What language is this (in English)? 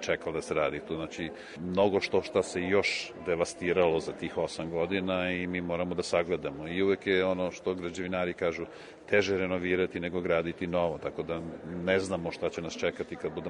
Serbian